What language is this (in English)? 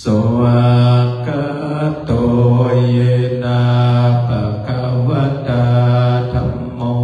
Pali